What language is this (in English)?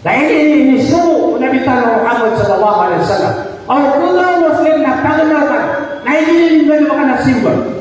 Maranao